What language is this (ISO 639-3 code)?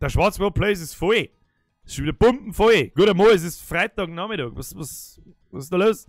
bar